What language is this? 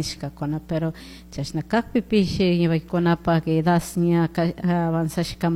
Chimborazo Highland Quichua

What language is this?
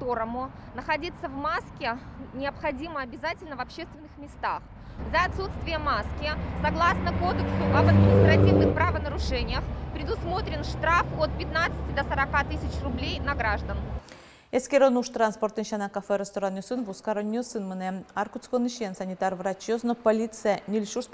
Udmurt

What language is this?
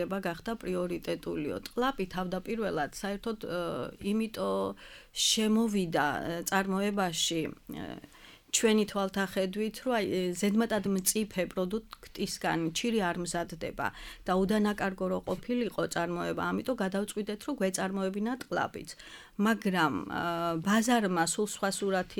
Georgian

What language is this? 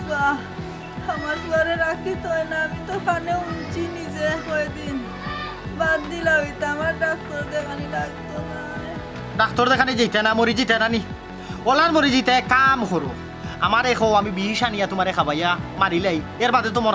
Sylheti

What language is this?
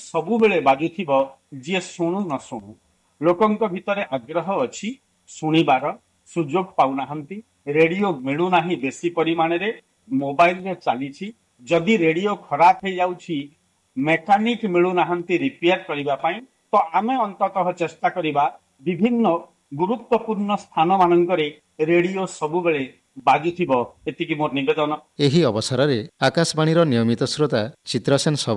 Odia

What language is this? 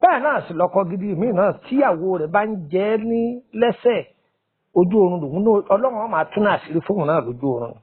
Yoruba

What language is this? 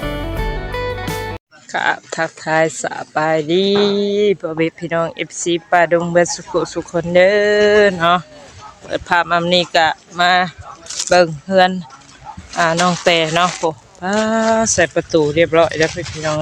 Northeastern Thai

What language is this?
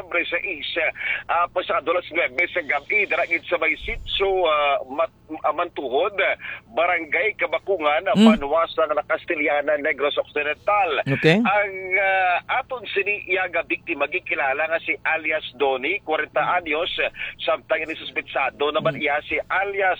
Hiligaynon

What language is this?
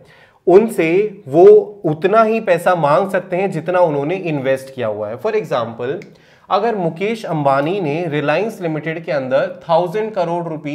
Hindi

